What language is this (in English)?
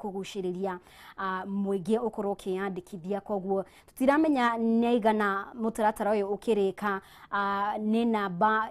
Kikuyu